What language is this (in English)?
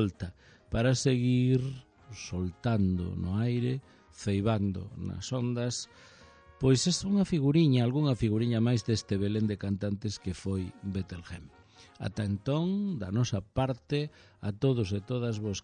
Galician